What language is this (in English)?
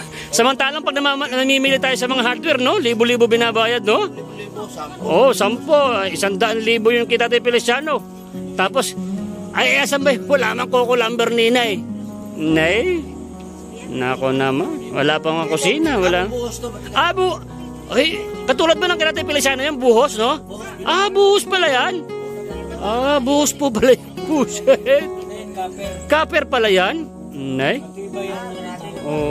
Filipino